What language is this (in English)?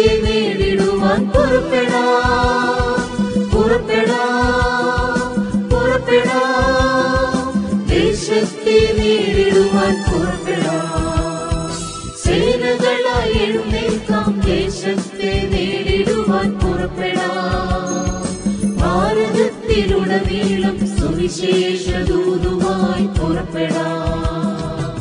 Malayalam